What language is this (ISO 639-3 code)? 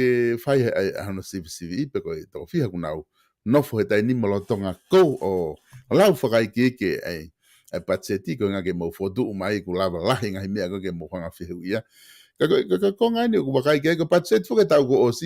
ton